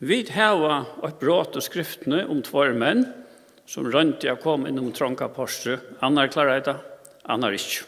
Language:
Faroese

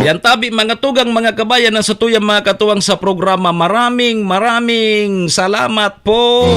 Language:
Bikol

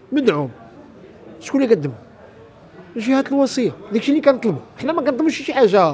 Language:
Moroccan Arabic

